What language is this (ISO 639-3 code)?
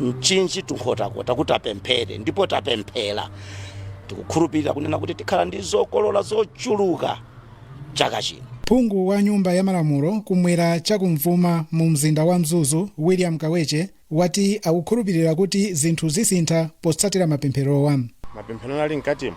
nya